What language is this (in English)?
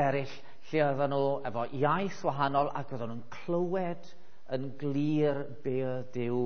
Welsh